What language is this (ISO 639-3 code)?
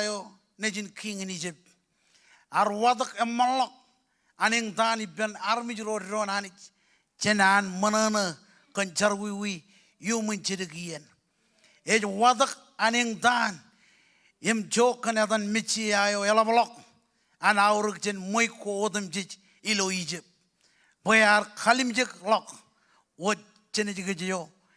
mah